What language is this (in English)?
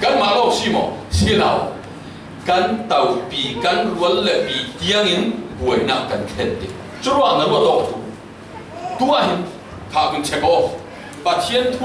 Falam Chin